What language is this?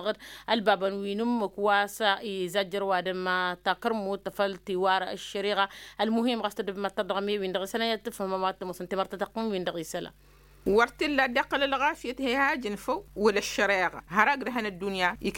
Tamasheq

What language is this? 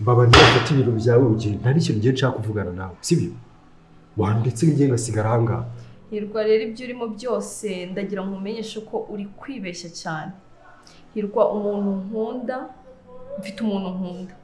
Kinyarwanda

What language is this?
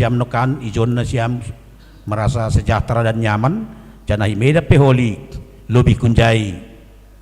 Batak Simalungun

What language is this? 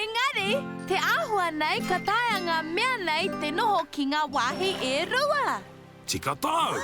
Māori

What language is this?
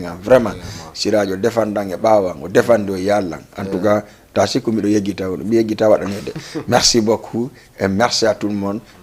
Fula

